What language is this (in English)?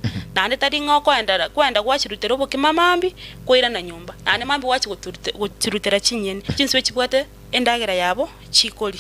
Gusii